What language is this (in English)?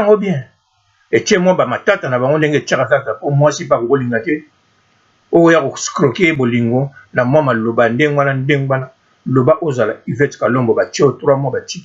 Lingala